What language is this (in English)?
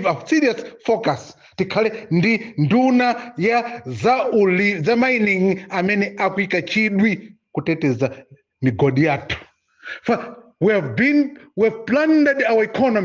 Nyanja